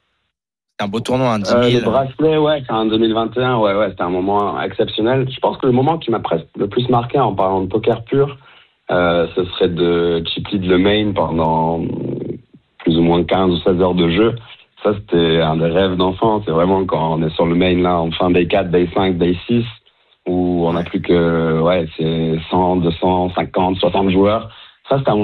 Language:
French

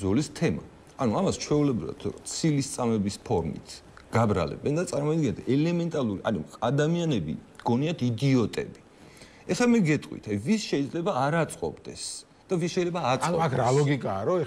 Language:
Georgian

